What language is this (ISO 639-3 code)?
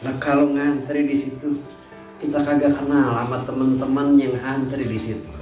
bew